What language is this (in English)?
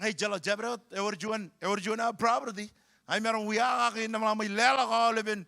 Marshallese